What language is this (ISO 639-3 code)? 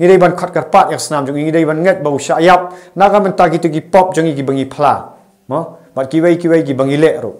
kha